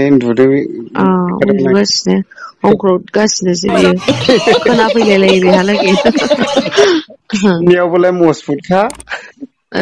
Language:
Bodo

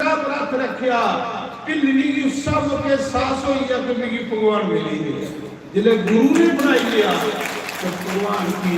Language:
Dogri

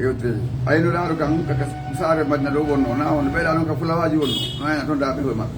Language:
Fula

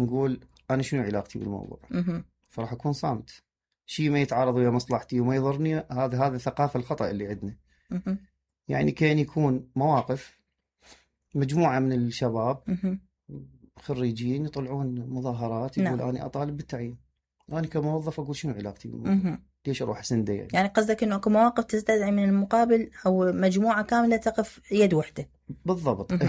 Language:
Mesopotamian Arabic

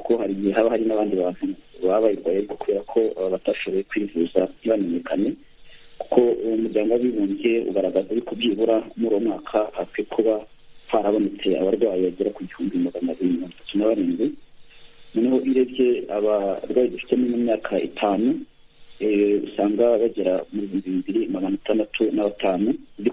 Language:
Kinyarwanda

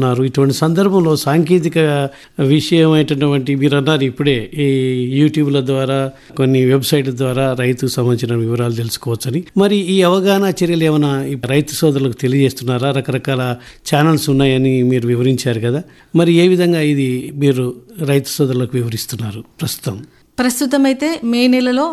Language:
Telugu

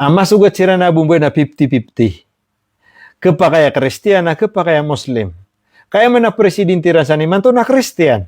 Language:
Maranao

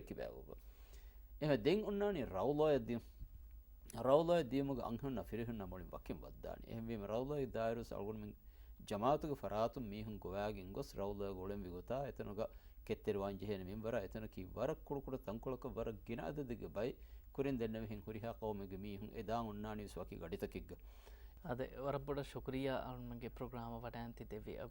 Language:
Divehi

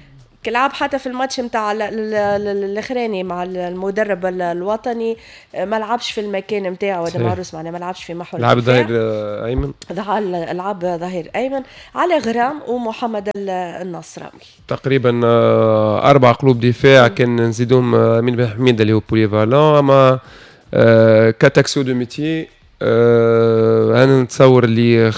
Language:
Tunisian Arabic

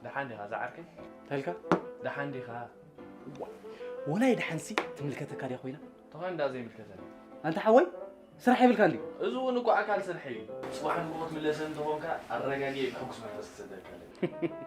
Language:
Tigrinya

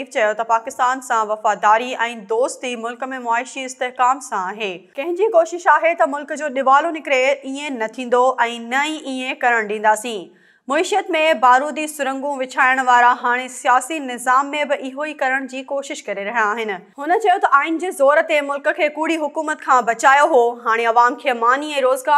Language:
Sindhi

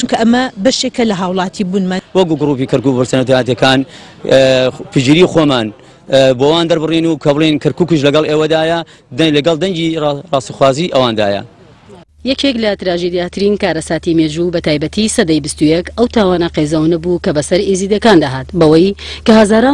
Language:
Central Kurdish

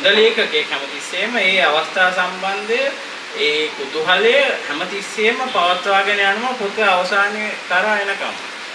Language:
Sinhala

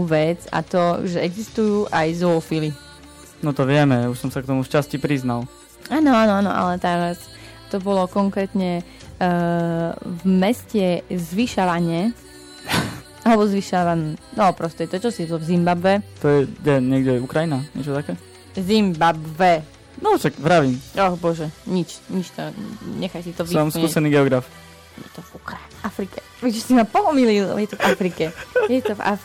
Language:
Slovak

